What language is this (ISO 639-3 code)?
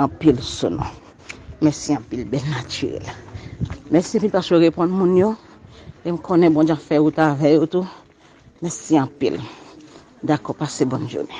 hat